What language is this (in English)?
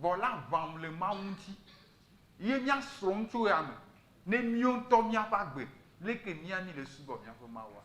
Ewe